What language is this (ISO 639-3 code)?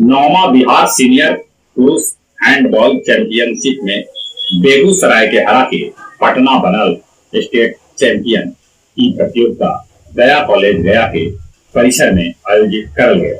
mag